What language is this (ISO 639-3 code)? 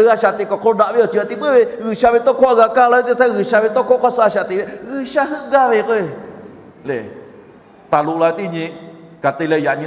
lhu